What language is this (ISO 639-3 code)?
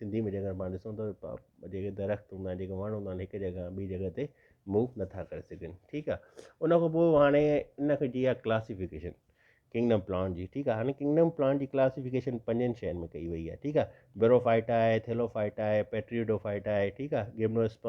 snd